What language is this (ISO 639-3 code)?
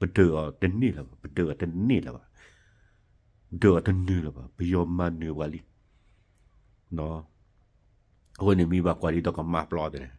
ksw